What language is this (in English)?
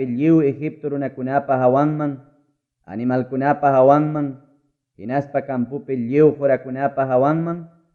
Ayacucho Quechua